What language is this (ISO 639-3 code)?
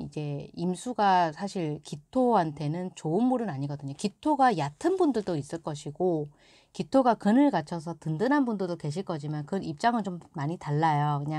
kor